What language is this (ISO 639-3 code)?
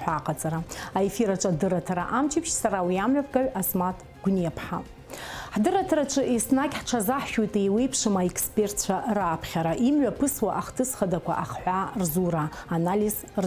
abk